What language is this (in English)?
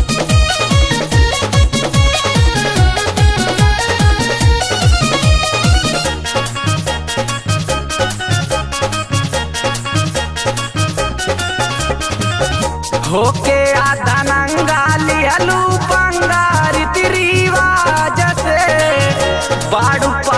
Bhojpuri